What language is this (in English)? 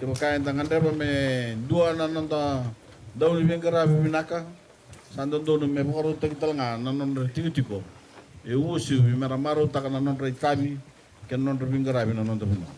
Fijian